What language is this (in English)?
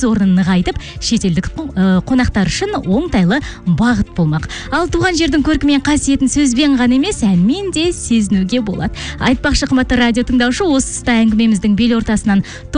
Kazakh